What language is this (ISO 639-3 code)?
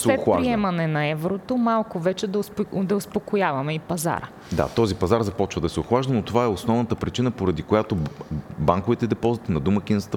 bul